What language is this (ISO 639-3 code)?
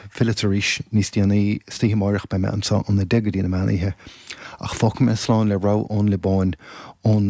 gle